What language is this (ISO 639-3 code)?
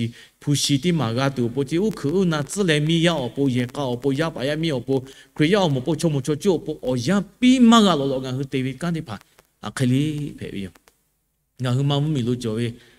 lhu